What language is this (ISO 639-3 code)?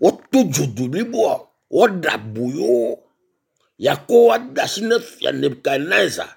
ewe